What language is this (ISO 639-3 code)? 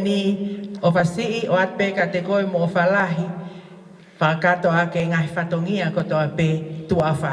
ton